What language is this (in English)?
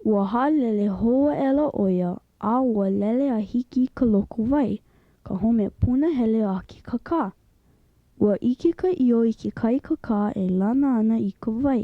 Hawaiian